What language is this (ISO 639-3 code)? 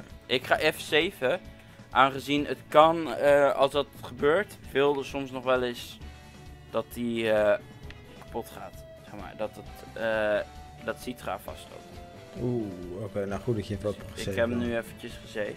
nld